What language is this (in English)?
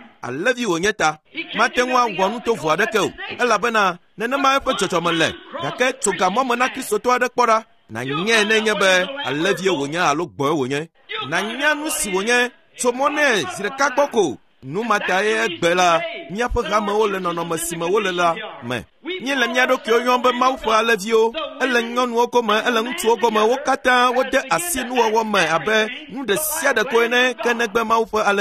Ewe